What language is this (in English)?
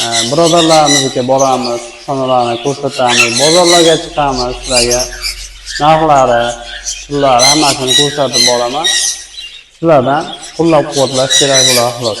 Uzbek